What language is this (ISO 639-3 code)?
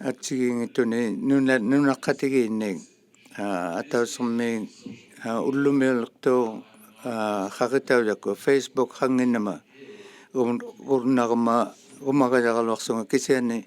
iku